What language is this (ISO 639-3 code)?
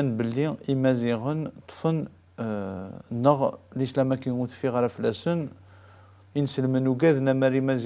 kab